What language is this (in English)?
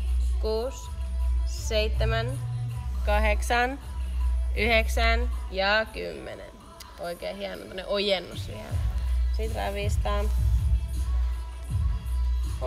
Finnish